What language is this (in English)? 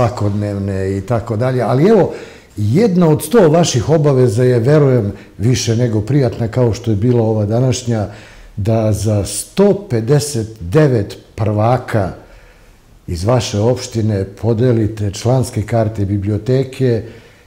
Serbian